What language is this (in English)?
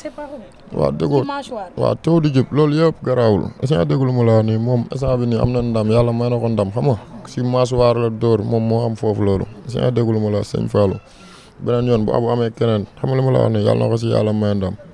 Wolof